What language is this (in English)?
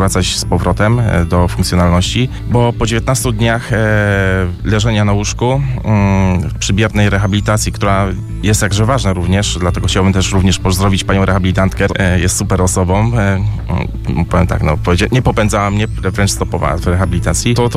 Polish